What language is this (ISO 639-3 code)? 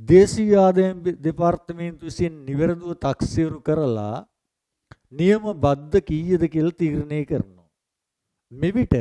sin